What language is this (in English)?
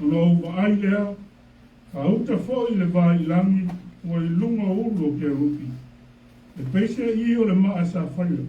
Samoan